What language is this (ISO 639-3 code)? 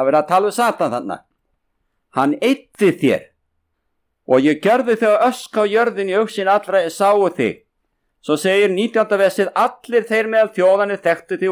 isl